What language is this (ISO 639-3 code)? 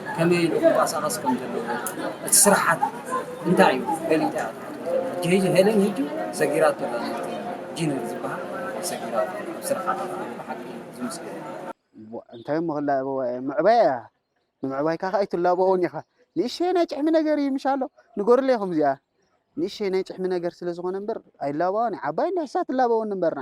tir